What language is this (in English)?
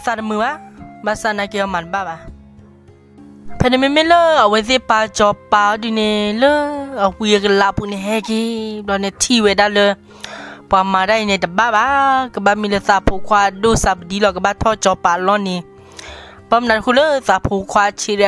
S'gaw Karen